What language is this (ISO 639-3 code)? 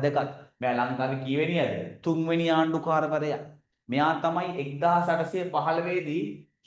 sin